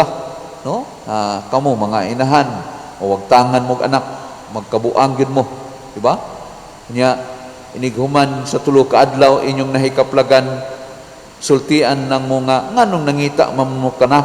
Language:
Cebuano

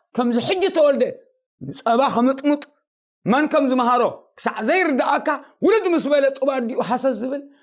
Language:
Tigrinya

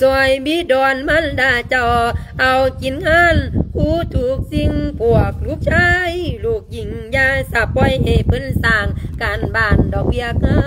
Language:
Lao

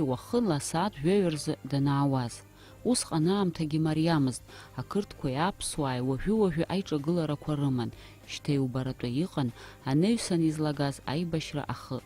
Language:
Abkhazian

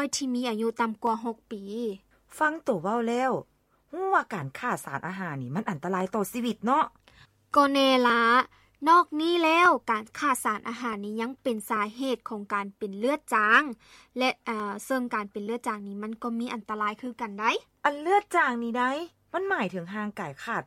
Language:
Lao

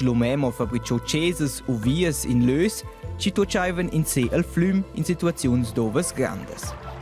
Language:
Romansh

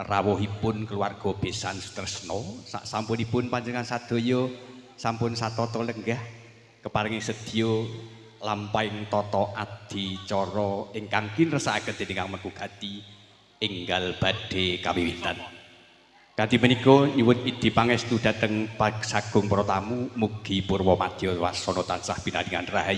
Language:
Javanese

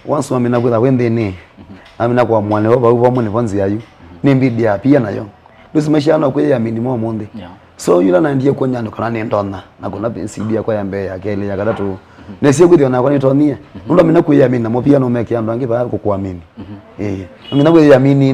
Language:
Kamba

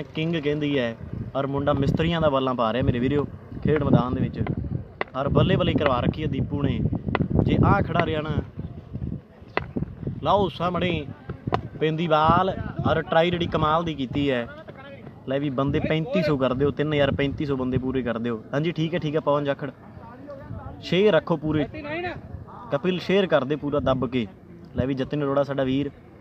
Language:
Punjabi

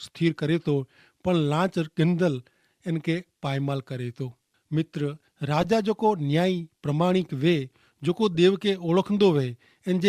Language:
Kachhi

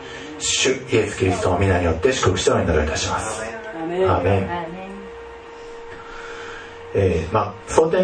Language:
Japanese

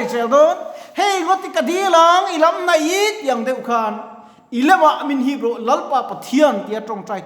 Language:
Mizo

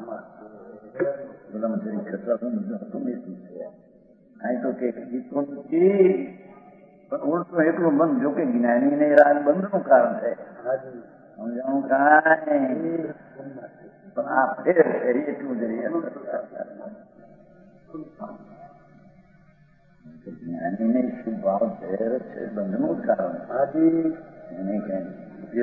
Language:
Gujarati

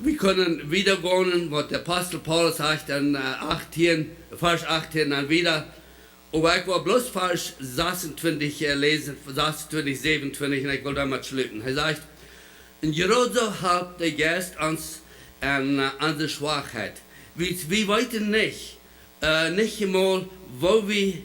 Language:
Plautdietsch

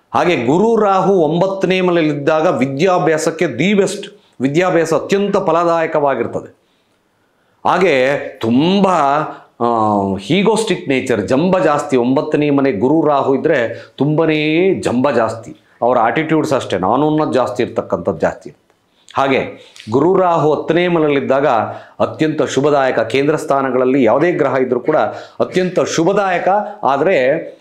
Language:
Kannada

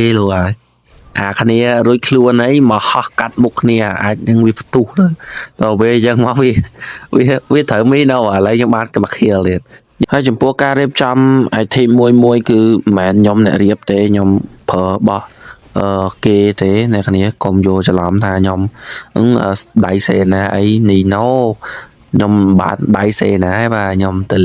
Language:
Khmer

